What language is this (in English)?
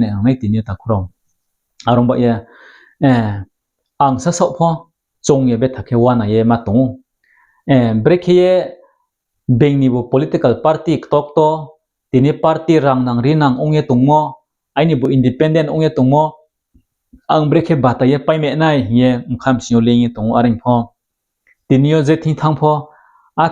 Riang (India)